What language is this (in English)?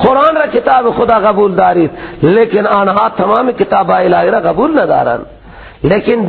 Persian